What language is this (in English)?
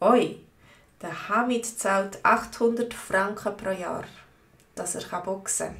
Swiss German